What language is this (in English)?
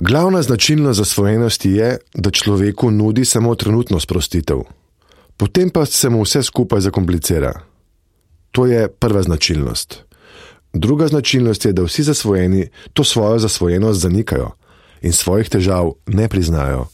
Slovenian